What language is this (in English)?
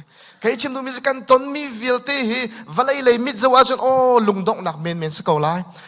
Hakha Chin